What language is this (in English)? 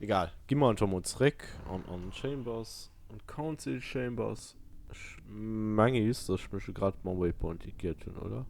Luxembourgish